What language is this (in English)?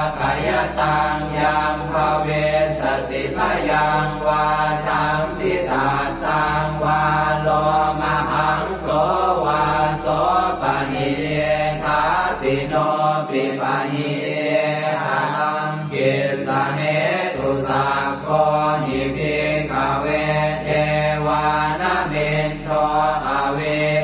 Pali